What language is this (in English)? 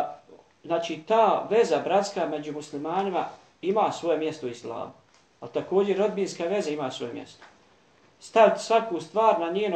Bosnian